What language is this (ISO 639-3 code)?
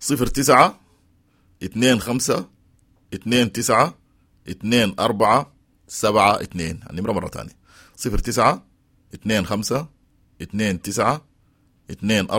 apd